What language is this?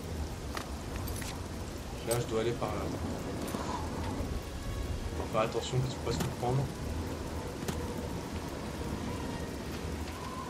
French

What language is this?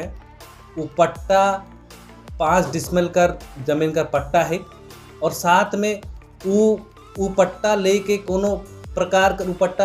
Sadri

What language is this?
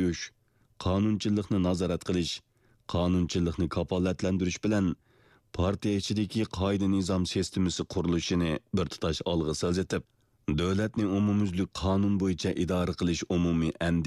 Uyghur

